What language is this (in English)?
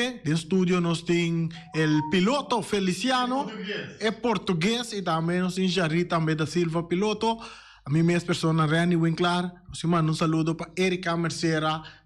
Papiamento